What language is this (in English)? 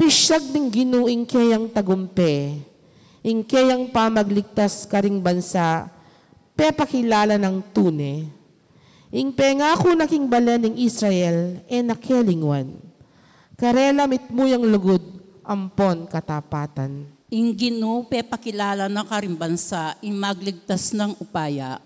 Pampanga